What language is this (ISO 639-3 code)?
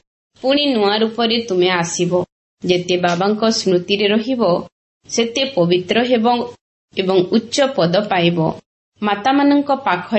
ori